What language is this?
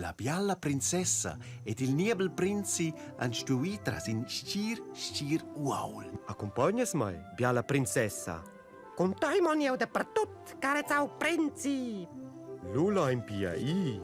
Romansh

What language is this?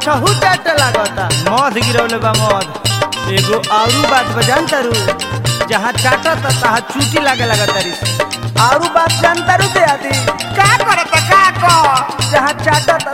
Bhojpuri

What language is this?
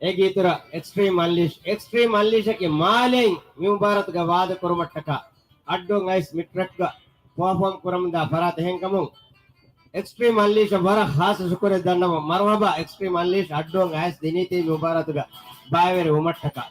Divehi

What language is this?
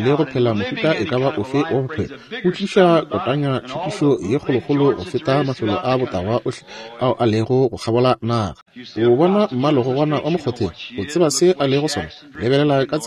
Northern Sotho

